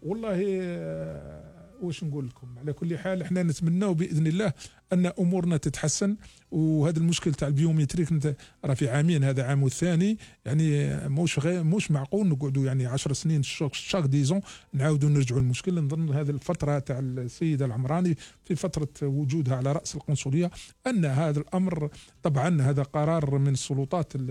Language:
Algerian Arabic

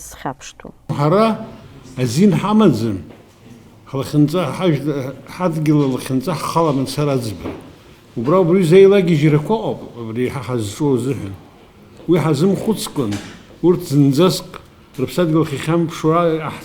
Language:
Abkhazian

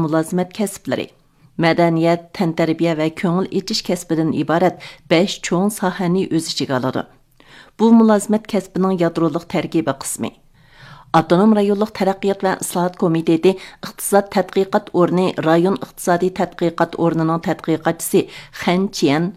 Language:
Uyghur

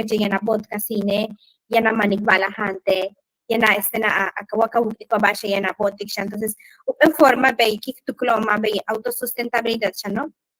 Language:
Yucateco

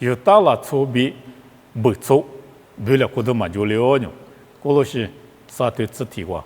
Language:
Lisu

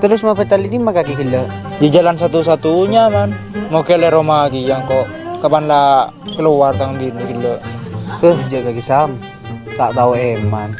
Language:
Madurese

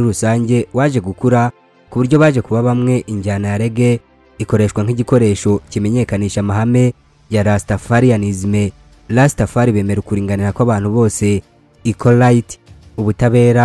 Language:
Kinyarwanda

